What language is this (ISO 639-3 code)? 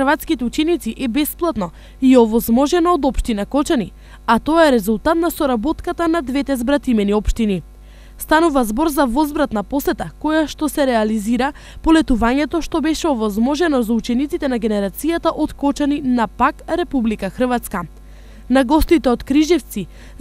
mkd